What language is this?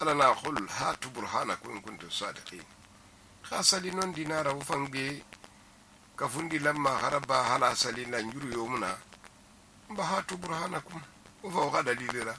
Susu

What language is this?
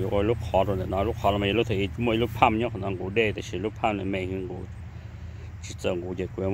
Hmong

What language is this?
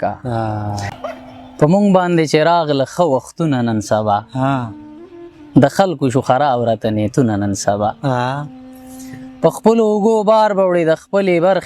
Pashto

